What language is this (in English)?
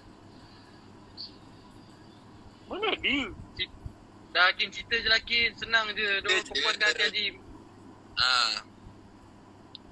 Malay